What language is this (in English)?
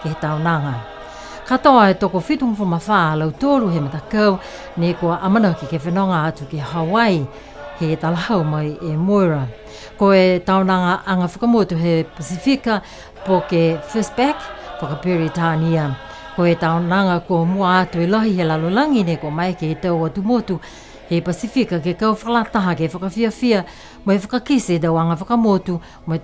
Niuean